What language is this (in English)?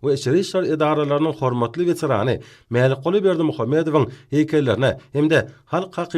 Turkmen